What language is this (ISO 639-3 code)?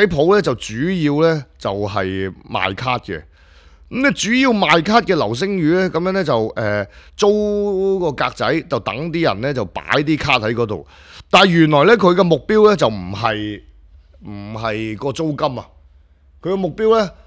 yue